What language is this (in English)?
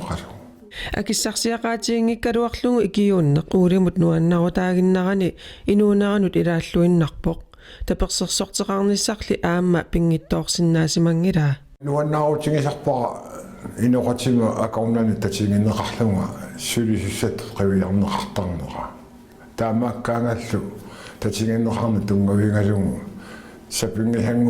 Kalaallisut